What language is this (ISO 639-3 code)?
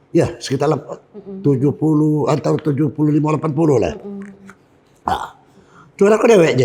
mui